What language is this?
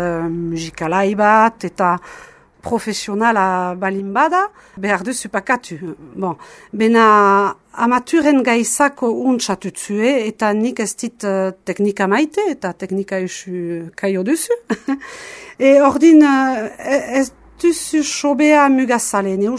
Basque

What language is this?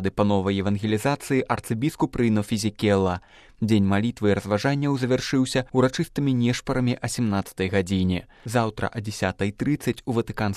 Belarusian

